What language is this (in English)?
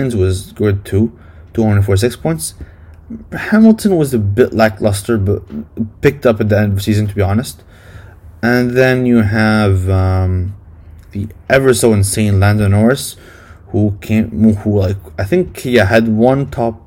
English